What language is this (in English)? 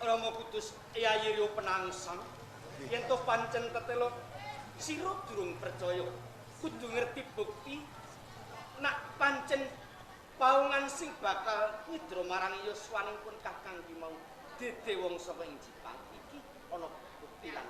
Javanese